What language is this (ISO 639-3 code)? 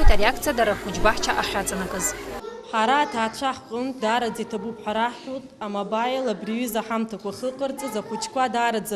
abk